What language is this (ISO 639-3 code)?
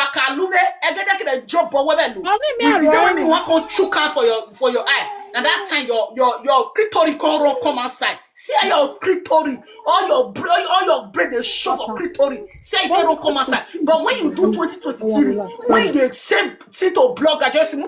pcm